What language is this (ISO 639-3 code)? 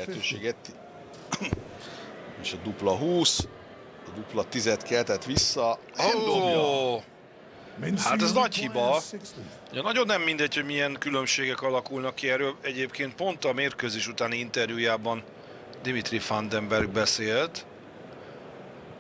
hun